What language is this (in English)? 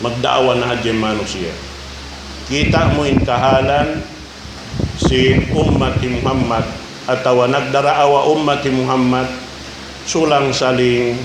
Tausug